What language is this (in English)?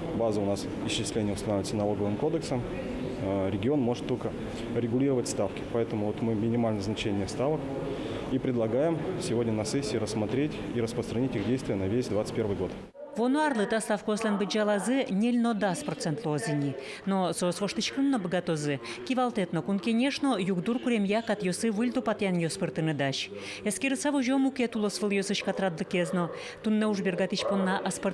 Udmurt